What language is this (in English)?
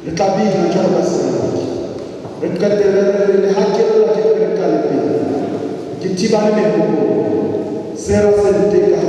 Southern Sotho